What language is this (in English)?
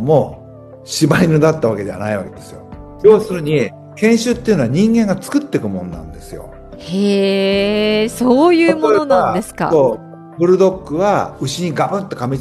Japanese